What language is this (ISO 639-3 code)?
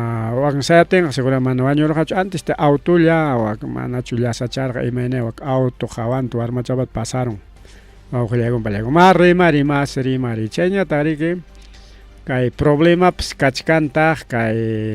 quy